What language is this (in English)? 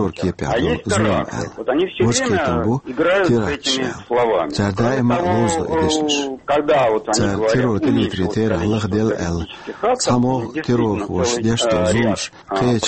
Chechen